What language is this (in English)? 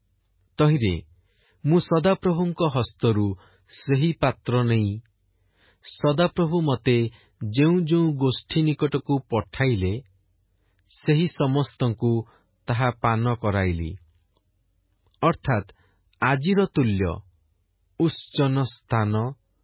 Odia